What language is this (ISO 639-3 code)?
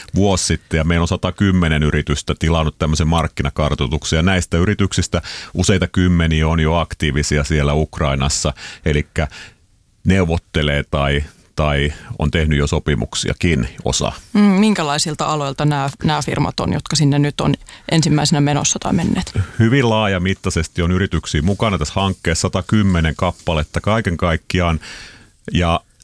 fin